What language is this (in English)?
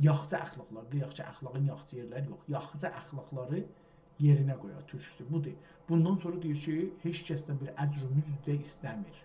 South Azerbaijani